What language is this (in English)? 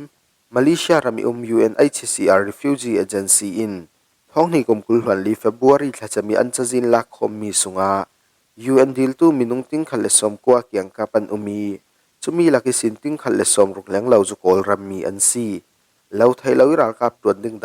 Falam Chin